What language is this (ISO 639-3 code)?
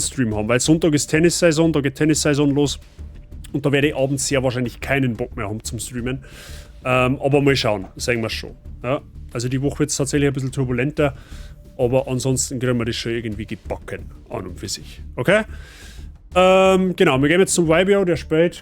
bar